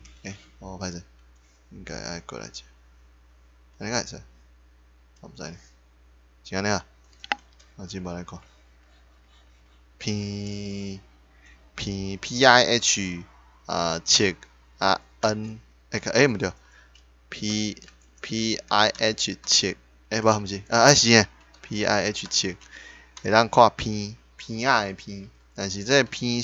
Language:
Min Nan Chinese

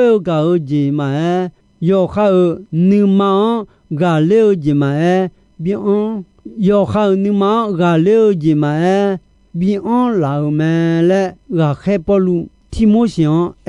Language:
Akha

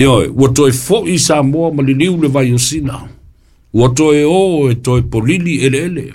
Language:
Samoan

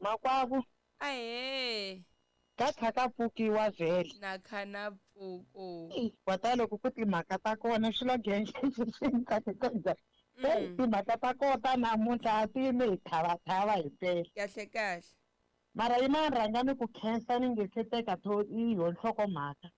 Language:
Tsonga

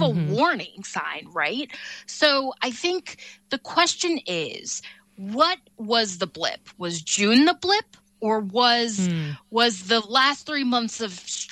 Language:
English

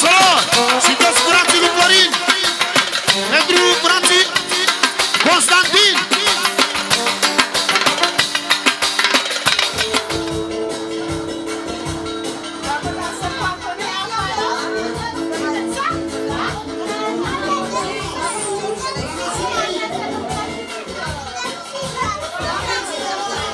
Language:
Romanian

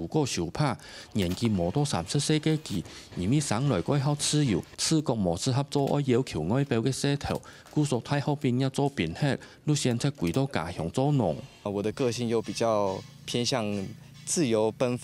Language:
Hakka Chinese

